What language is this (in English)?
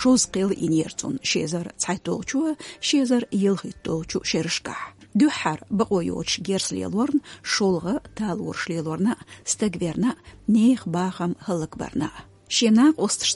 Chechen